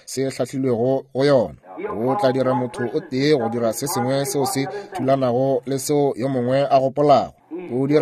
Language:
Northern Sotho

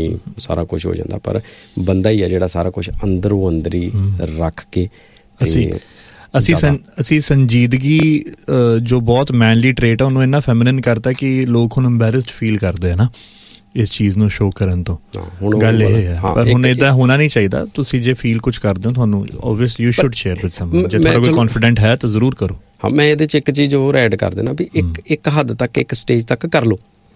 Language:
Punjabi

